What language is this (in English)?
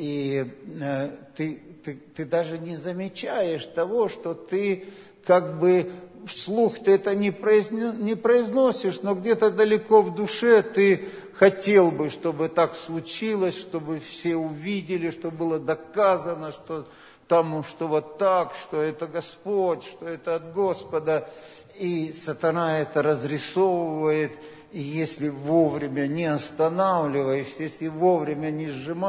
Russian